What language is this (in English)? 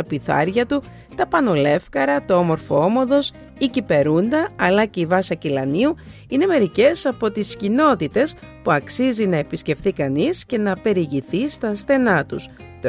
Greek